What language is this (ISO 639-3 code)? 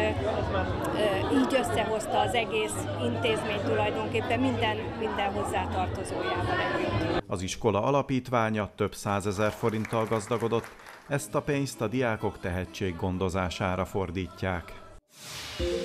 hun